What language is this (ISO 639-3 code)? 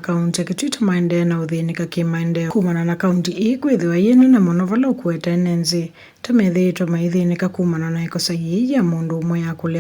kam